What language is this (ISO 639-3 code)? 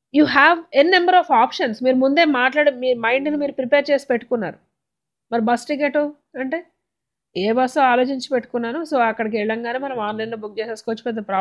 tel